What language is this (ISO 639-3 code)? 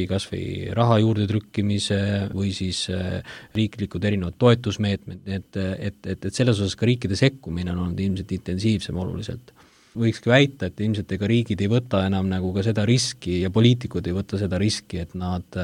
est